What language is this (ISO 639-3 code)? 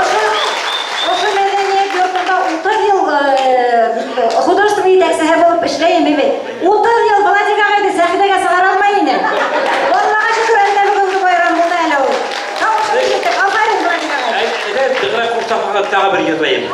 bak